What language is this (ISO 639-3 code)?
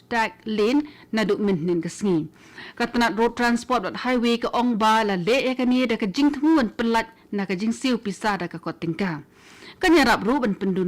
kha